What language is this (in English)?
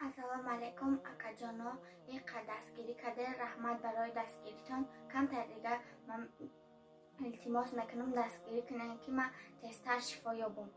Tajik